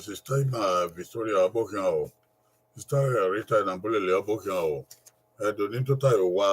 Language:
Bini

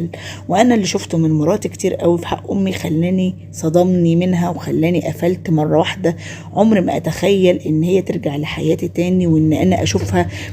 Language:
Egyptian Arabic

